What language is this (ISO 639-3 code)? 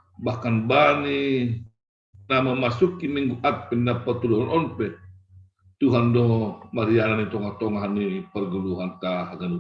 bts